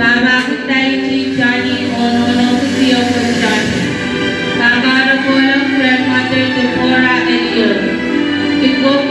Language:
Pohnpeian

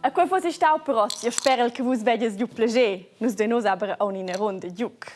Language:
Romansh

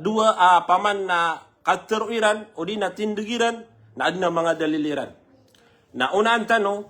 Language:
Maranao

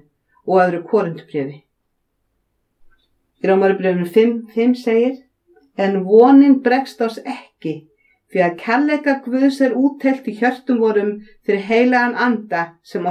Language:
Icelandic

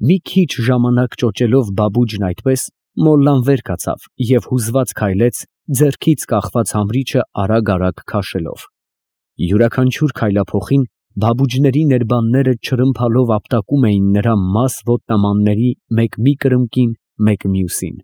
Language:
Armenian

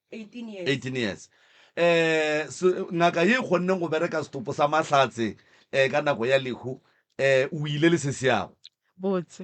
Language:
Northern Sotho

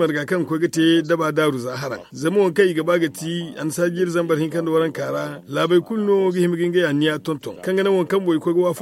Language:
Zarma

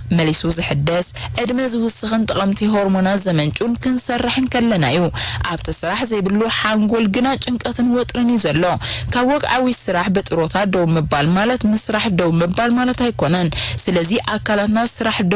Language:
Tigrinya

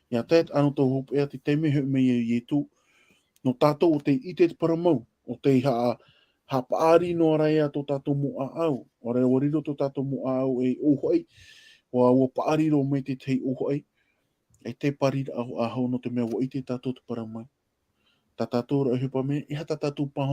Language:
Tahitian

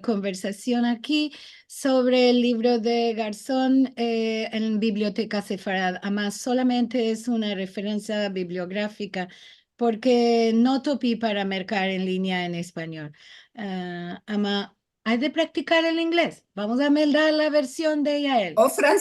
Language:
Ladino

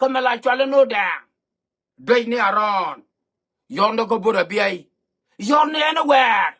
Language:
Nuer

